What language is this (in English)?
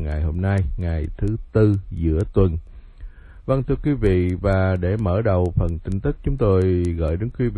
Vietnamese